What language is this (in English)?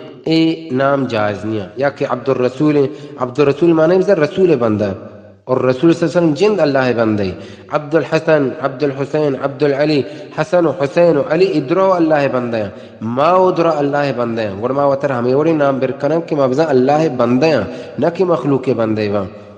Baluchi